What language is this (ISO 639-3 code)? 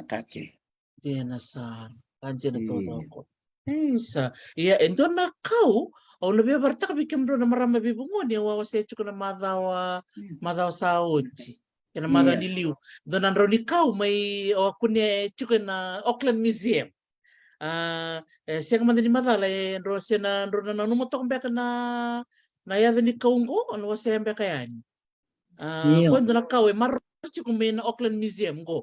fij